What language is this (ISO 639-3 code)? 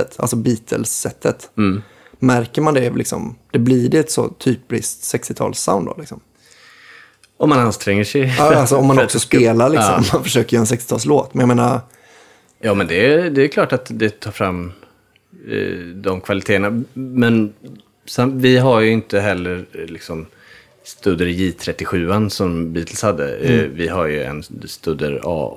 swe